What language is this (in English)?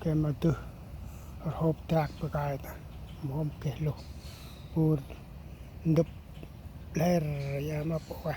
Central Mnong